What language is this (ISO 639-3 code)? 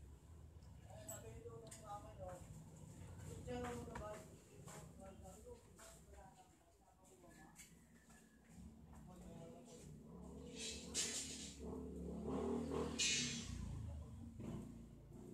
fil